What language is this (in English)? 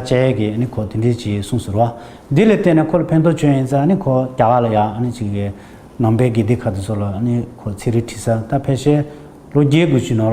Tibetan